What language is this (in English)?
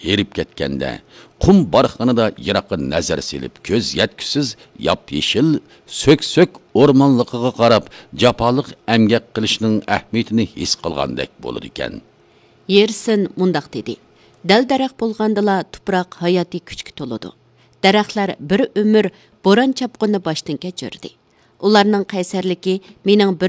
Uyghur